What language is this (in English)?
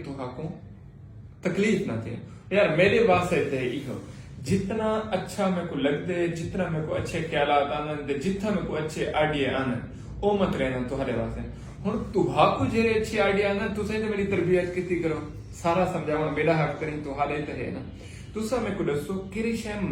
Saraiki